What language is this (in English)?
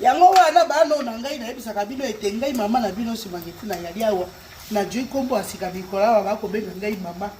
Lingala